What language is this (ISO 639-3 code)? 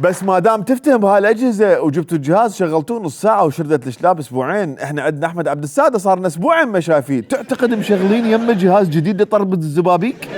acm